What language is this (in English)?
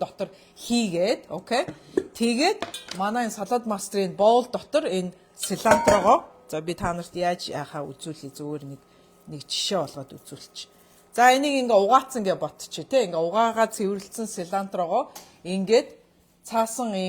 Mongolian